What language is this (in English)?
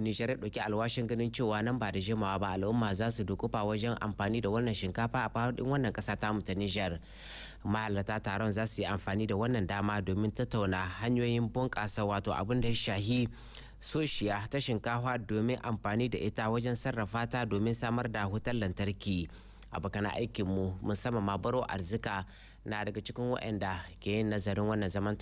Hausa